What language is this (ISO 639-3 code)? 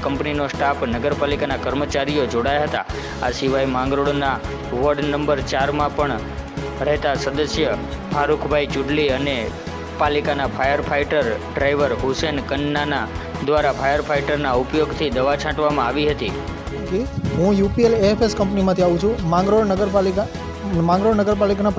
guj